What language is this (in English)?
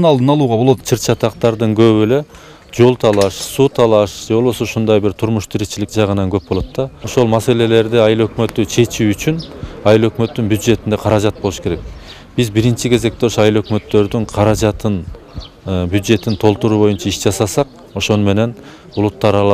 Kyrgyz